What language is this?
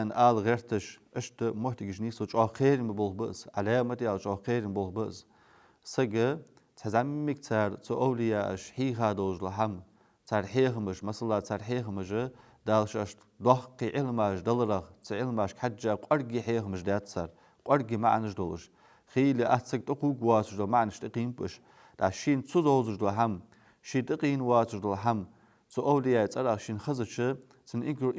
Ingush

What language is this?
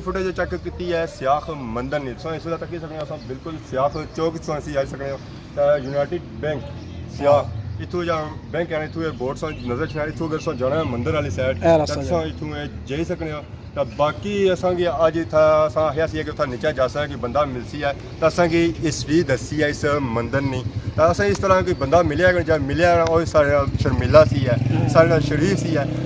Pahari-Potwari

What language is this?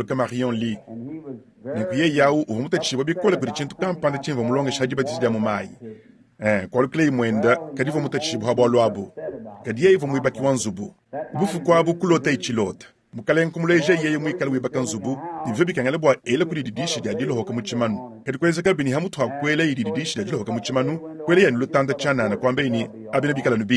Luba-Lulua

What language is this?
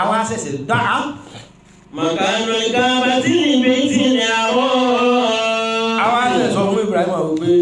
Yoruba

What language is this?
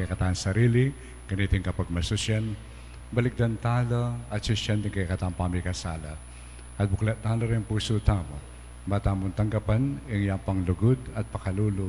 Pampanga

